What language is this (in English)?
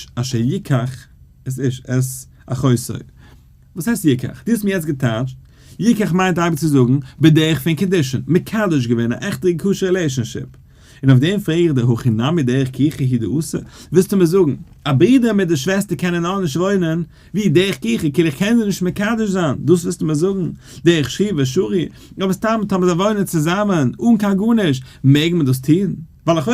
Yiddish